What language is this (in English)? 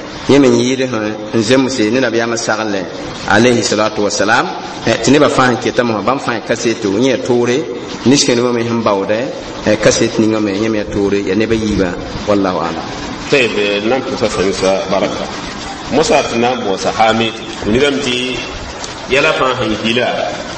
Mossi